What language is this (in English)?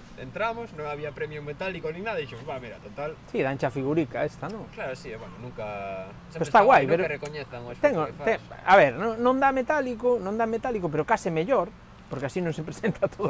Galician